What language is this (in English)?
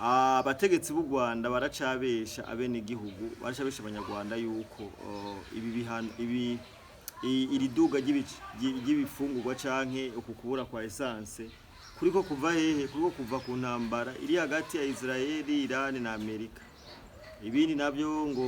Rundi